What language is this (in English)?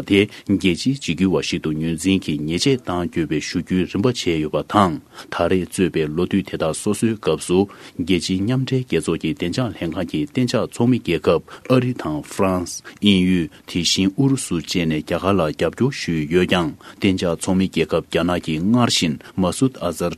Tibetan